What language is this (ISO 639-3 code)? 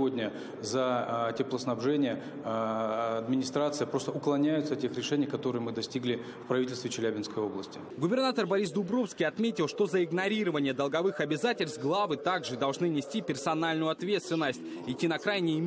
rus